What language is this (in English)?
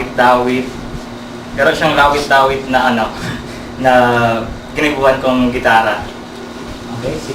Bikol